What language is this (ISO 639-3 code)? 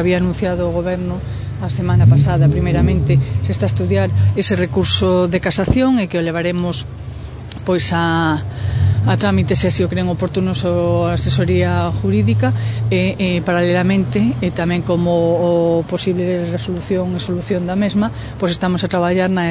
glg